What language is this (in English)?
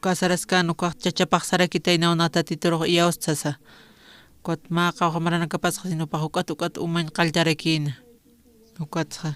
Aymara